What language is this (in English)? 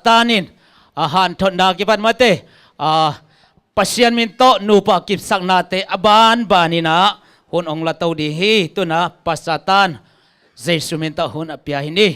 Tedim Chin